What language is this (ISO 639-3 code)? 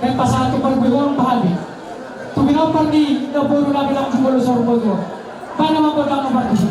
bbc